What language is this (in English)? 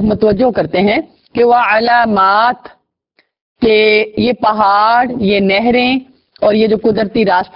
Urdu